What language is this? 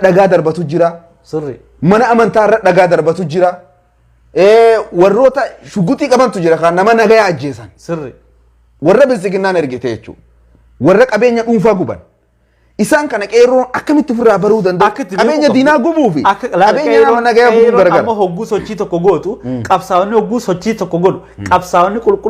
Oromo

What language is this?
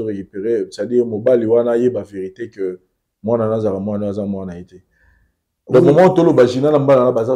Lingala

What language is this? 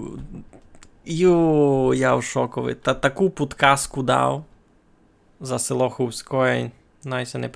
Rusyn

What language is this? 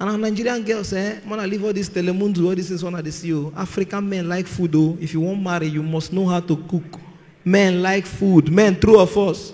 Nigerian Pidgin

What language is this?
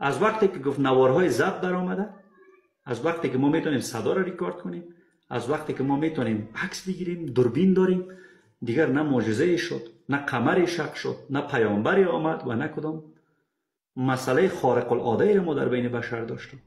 Persian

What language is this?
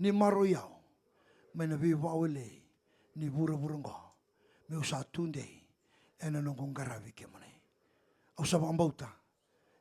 Fijian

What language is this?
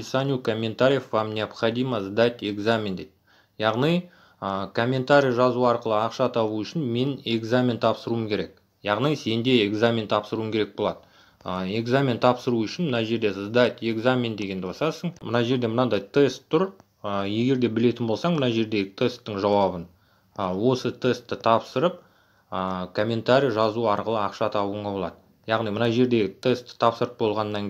Kazakh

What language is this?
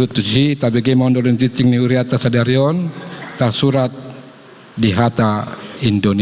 Batak Toba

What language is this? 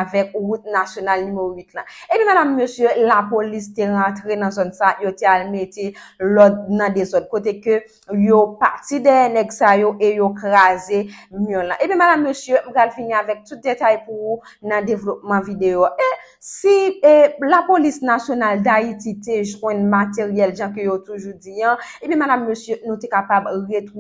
Haitian Creole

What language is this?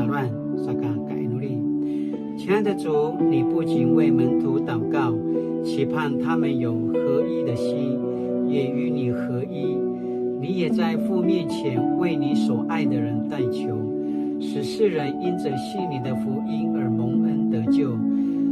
Paiwan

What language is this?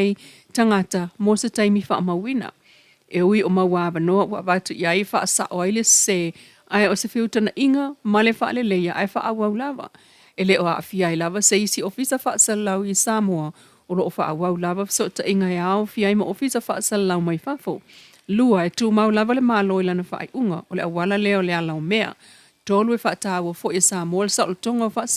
Samoan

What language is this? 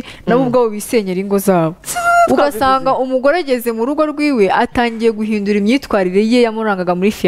Kinyarwanda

